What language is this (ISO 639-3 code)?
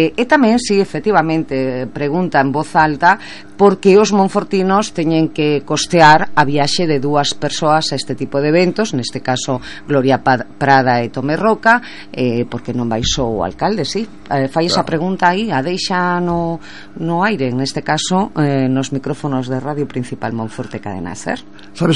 glg